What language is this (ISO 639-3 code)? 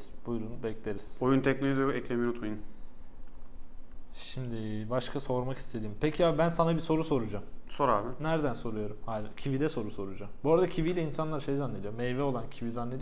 tur